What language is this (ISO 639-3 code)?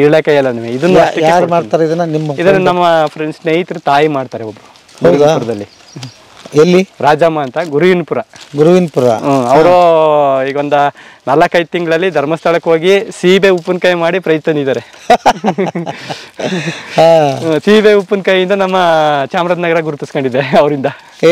kan